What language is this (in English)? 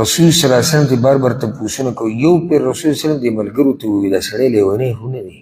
Pashto